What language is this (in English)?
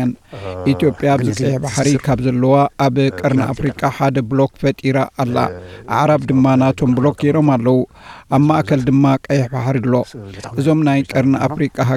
Tigrinya